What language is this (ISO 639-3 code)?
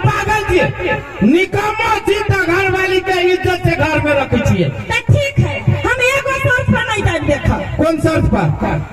mai